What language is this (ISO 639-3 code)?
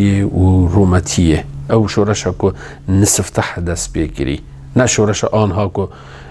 kur